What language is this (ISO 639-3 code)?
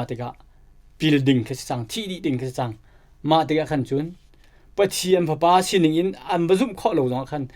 cnh